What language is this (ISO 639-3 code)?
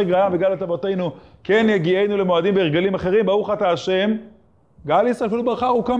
heb